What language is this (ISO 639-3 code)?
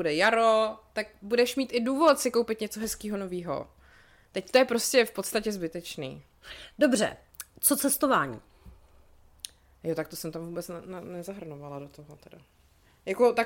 ces